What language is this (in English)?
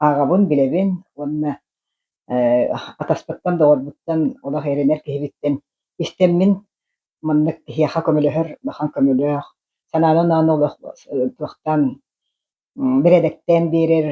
Yakut